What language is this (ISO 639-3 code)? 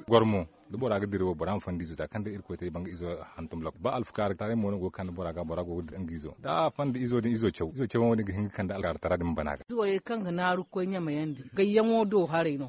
dje